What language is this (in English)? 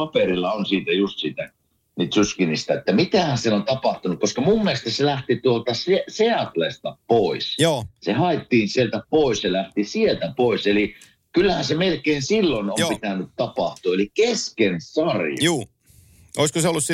Finnish